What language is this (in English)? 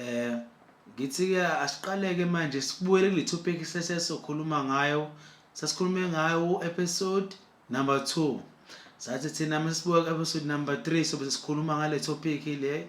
Zulu